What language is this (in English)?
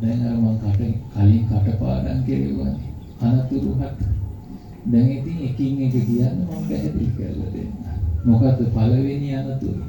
Sinhala